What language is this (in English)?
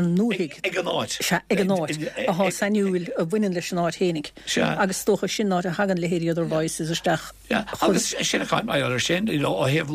Irish